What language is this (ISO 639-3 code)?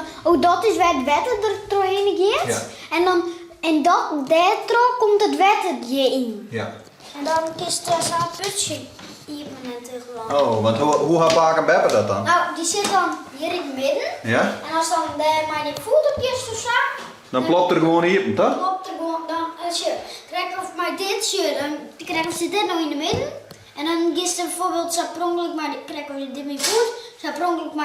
fry